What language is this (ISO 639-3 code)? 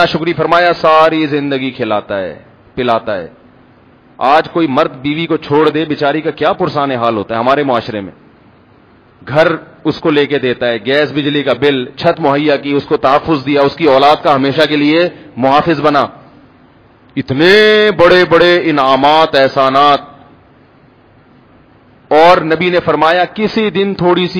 urd